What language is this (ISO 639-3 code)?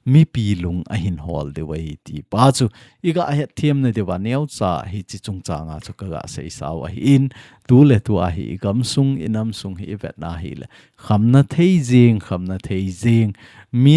tcz